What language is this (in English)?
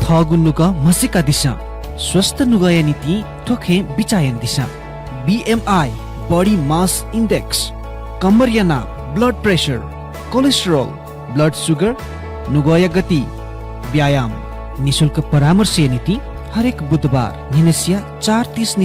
Newari